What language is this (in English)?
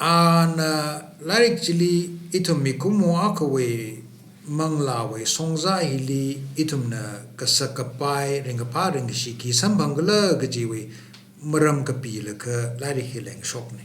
Tangkhul Naga (India)